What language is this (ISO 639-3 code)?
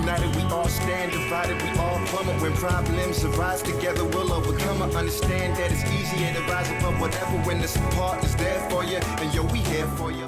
mri